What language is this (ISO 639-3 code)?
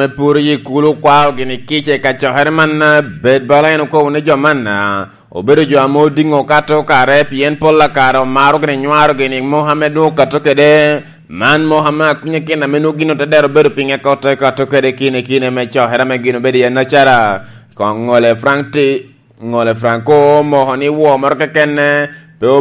laj